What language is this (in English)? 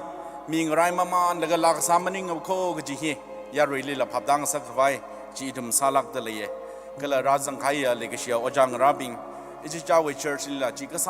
Tangkhul Naga (India)